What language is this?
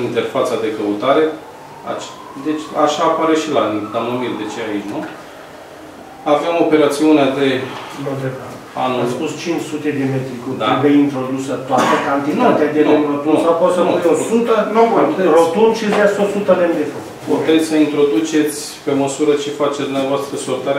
Romanian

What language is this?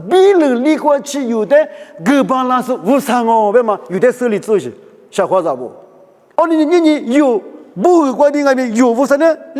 Lisu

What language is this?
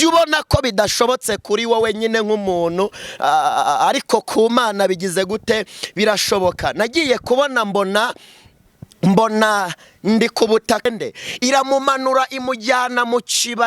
Kinyarwanda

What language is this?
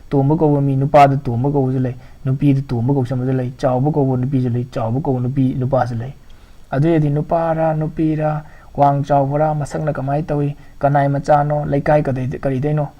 Manipuri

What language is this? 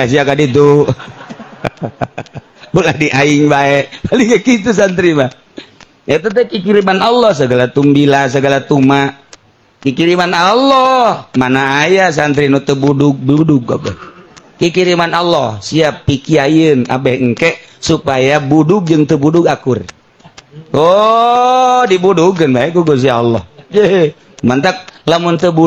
Sundanese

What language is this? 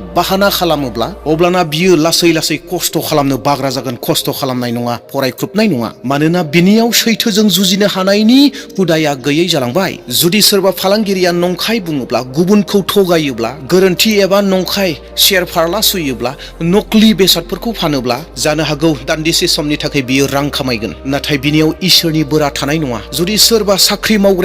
Bodo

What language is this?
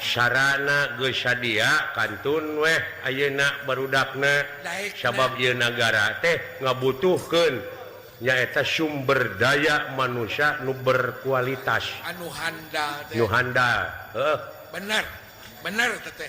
Sundanese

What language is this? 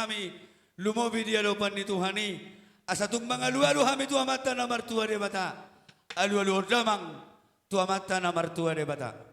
Batak Toba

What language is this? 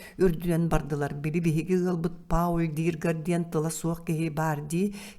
Yakut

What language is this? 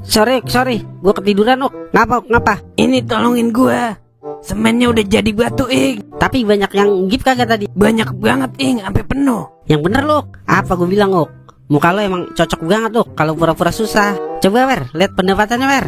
Betawi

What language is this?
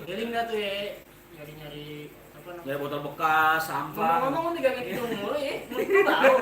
Betawi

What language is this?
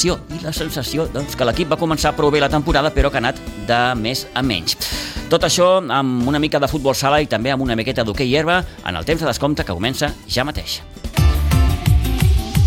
Catalan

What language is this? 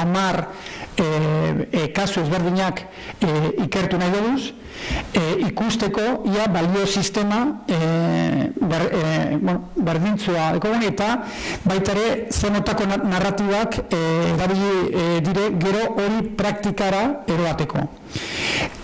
Basque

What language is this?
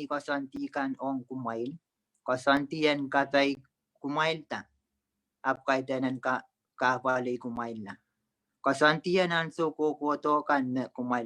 Pohnpeian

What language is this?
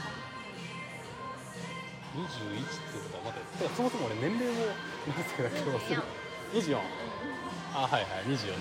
Japanese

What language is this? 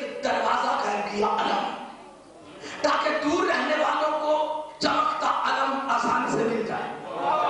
Urdu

